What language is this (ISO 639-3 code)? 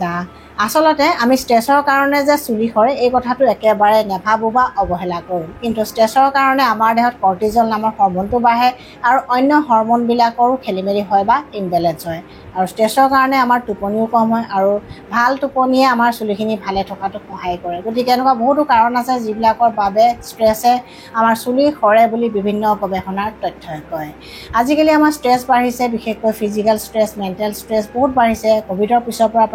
asm